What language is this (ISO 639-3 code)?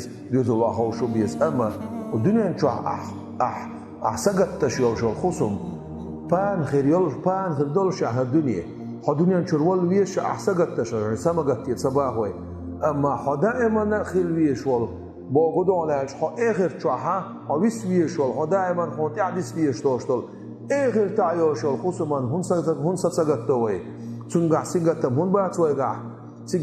che